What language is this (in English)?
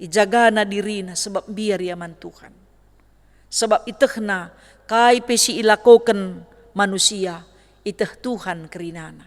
Batak Karo